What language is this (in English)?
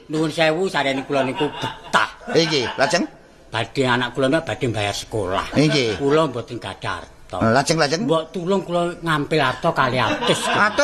Javanese